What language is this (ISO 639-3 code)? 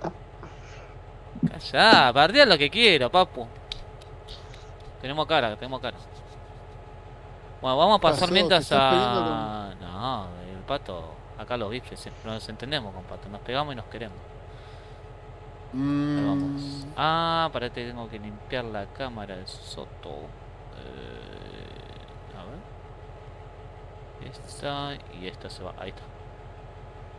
spa